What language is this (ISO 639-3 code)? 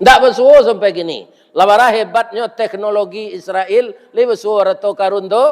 min